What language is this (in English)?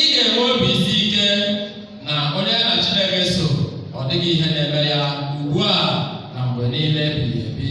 Igbo